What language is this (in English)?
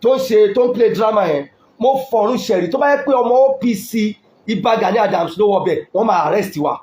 Yoruba